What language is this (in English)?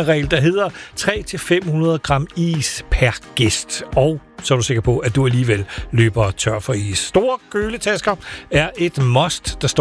Danish